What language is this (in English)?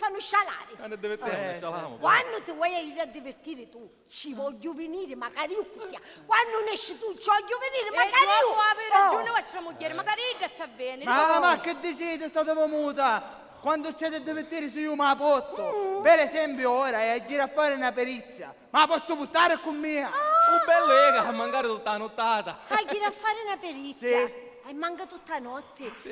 Sicilian